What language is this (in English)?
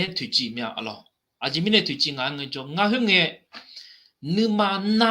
Akha